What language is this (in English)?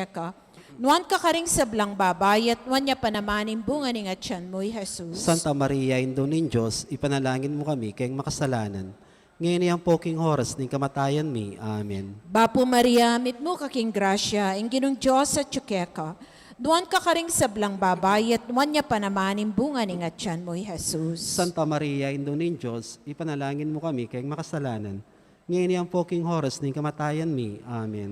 Pampanga